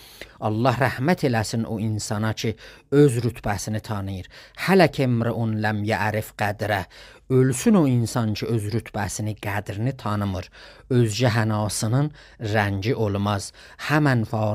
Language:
South Azerbaijani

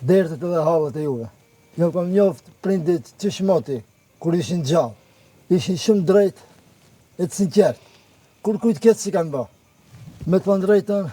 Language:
Albanian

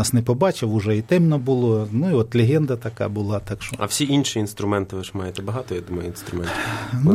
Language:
Ukrainian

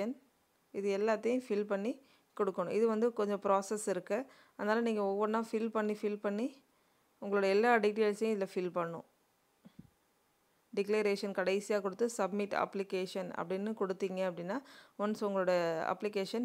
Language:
Tamil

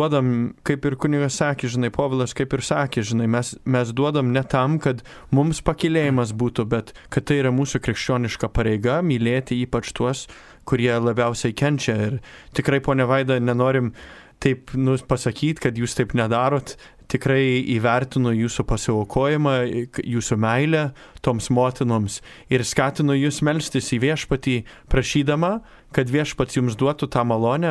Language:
Lithuanian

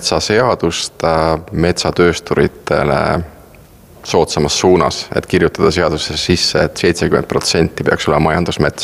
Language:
Estonian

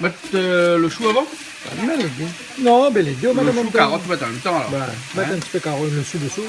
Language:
Réunion Creole French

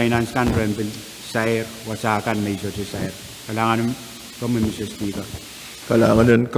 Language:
Pohnpeian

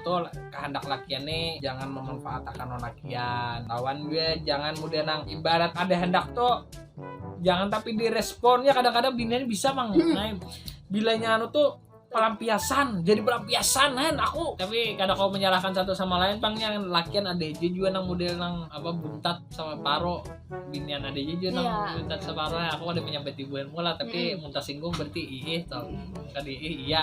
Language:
Banjar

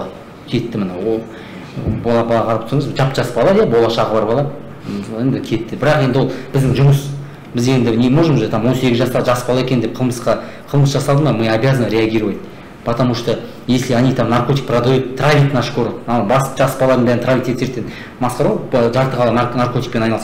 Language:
Kazakh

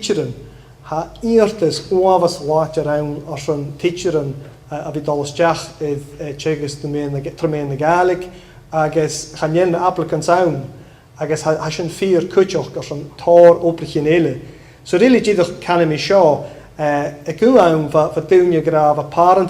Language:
Scottish Gaelic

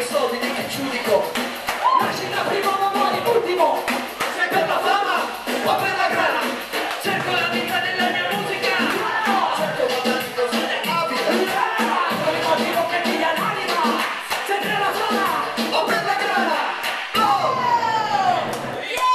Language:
Italian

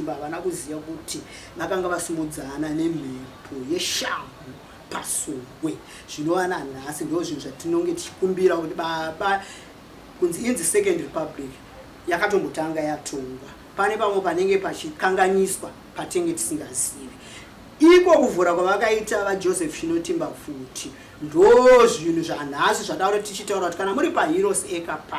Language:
Shona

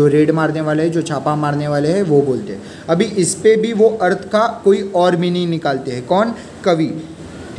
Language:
Hindi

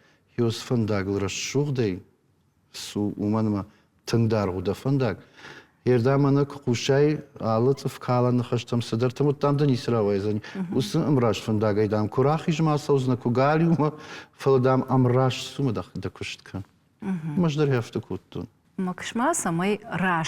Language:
Ossetic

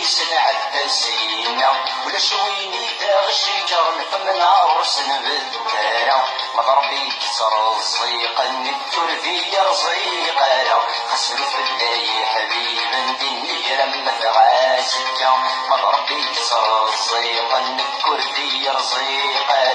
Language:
Kabyle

